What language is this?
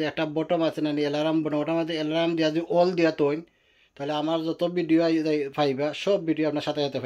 Sylheti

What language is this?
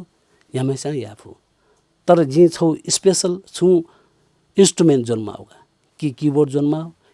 Newari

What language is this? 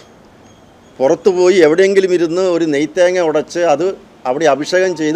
Malayalam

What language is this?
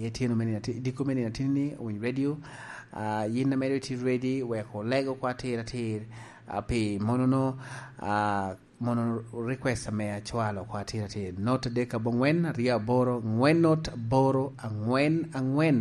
Lango (Uganda)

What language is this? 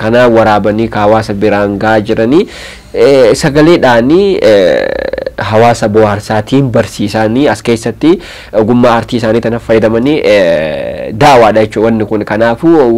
Oromo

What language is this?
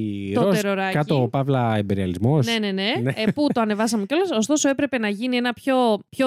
Greek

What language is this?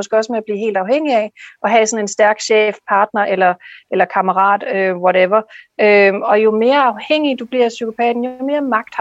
Danish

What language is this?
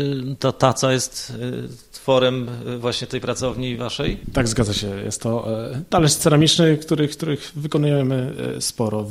Polish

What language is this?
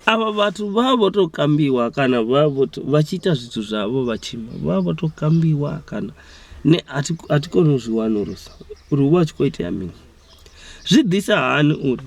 Venda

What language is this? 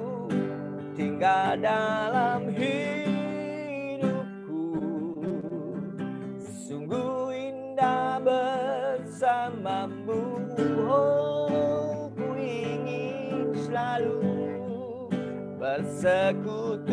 Indonesian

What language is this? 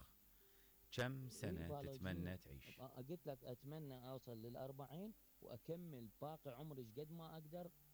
Mesopotamian Arabic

